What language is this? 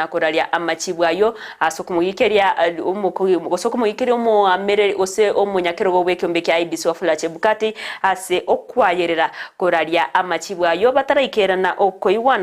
Gusii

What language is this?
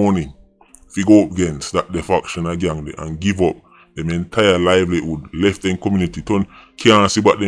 Jamaican Creole English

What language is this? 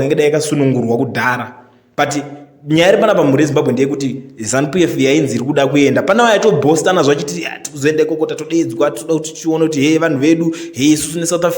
Shona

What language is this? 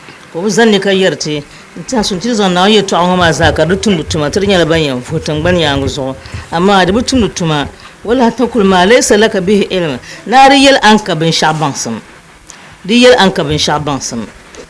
Dagbani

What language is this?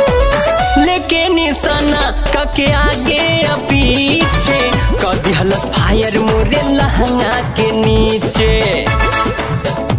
Bhojpuri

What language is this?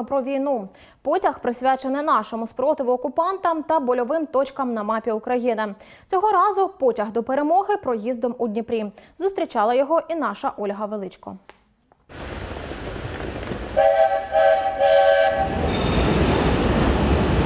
Ukrainian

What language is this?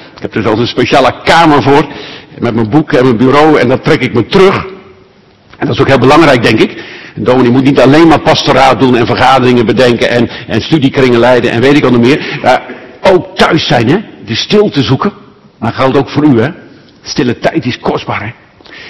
Dutch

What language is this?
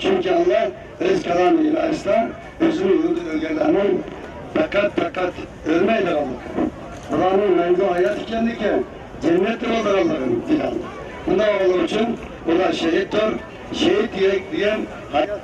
Uyghur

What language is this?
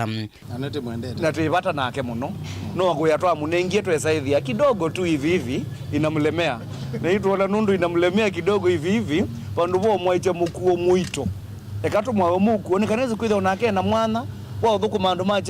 Kamba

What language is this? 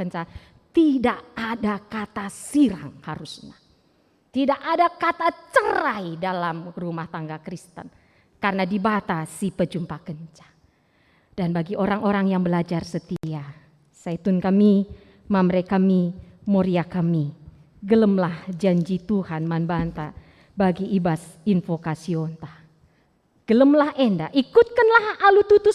Batak Karo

